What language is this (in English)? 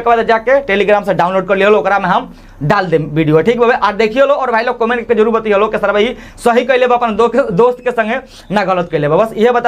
Bhojpuri